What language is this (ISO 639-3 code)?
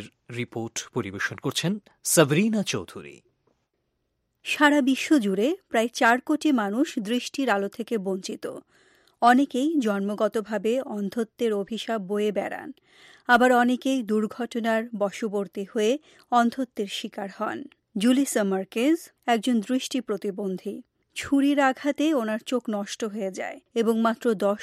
ben